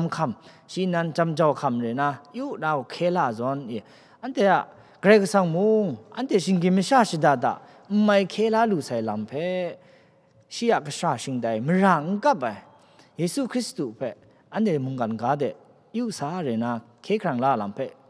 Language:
Kachin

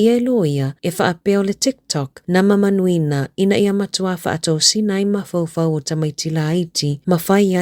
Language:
Samoan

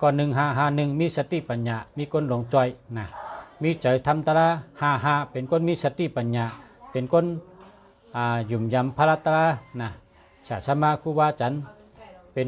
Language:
Shan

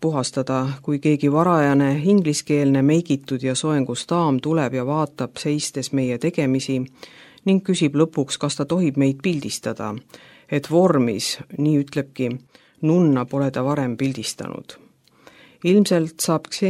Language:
Estonian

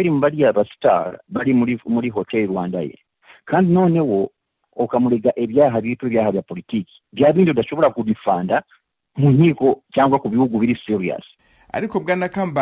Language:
Kinyarwanda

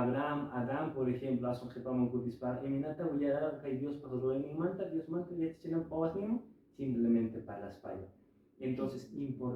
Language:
Quechua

